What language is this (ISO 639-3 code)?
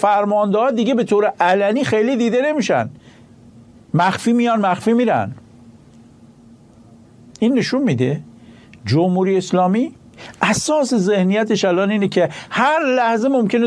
fas